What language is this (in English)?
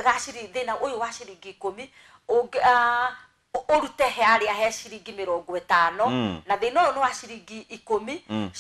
Kikuyu